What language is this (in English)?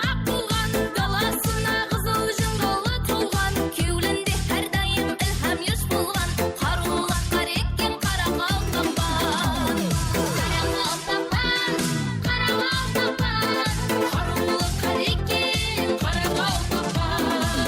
Kara-Kalpak